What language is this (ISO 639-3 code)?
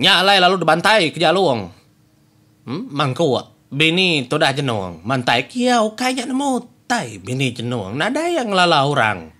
iba